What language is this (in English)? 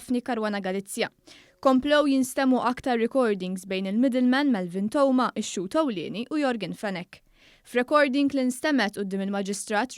Maltese